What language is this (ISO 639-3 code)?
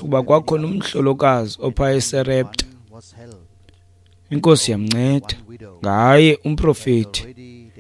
xho